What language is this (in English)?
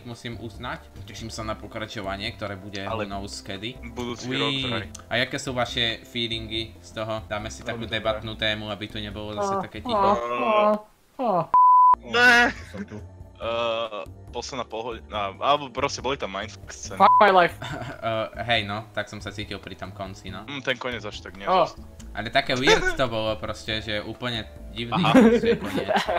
Slovak